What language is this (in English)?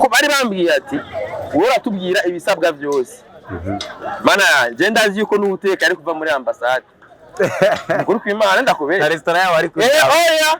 Rundi